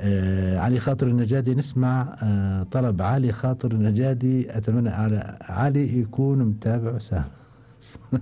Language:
Gulf Arabic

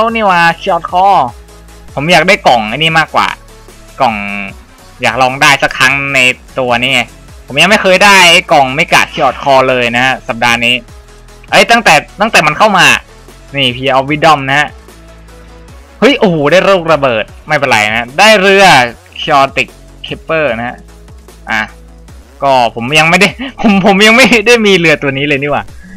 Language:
Thai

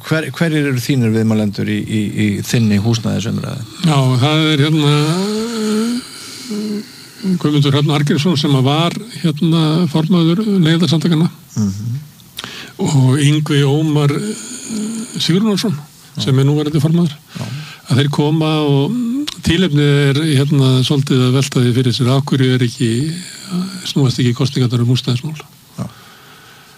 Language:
Icelandic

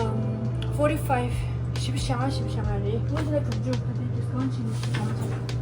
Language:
Tibetan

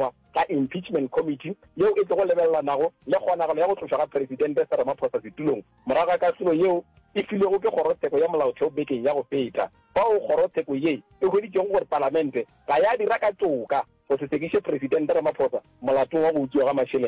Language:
Northern Sotho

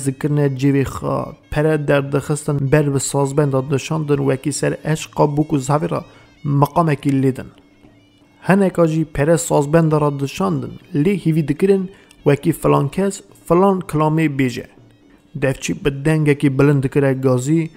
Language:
Kurdish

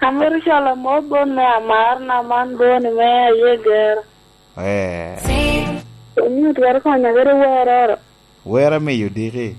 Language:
Lango (Uganda)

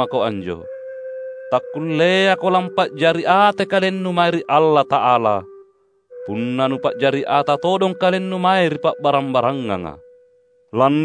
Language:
Makasar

